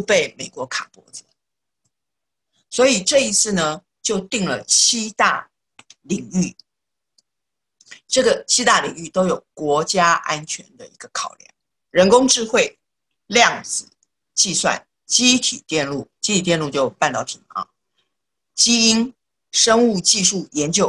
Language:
Chinese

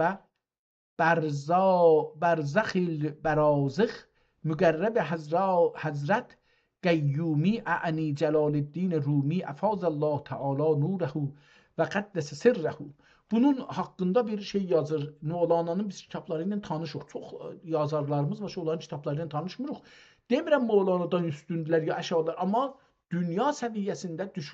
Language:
South Azerbaijani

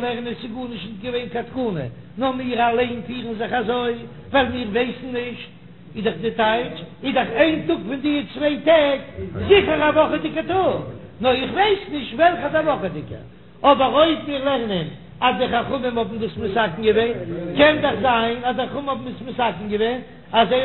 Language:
Yiddish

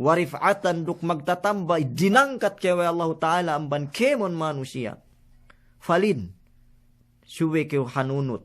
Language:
Yakan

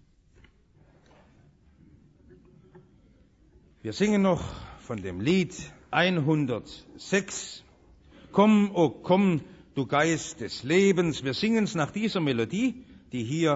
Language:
German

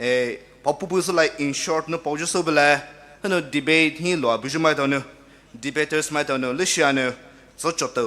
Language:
Poumei Naga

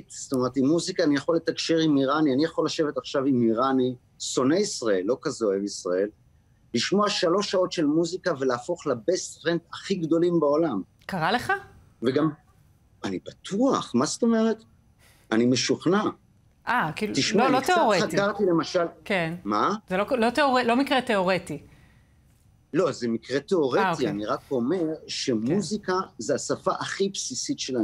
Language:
Hebrew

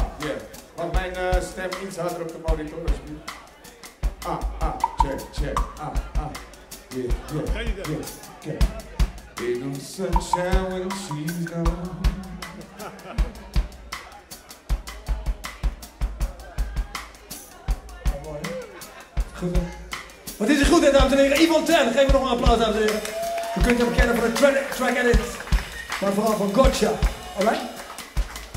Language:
Dutch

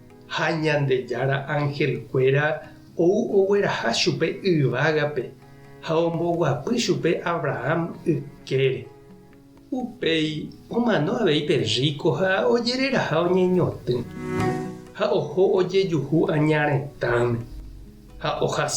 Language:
Guarani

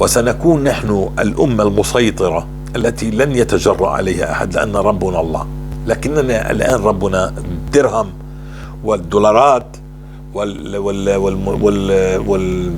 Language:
North Levantine Arabic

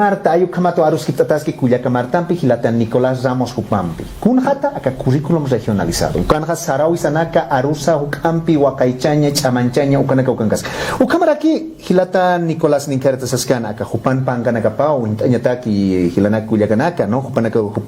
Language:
Aymara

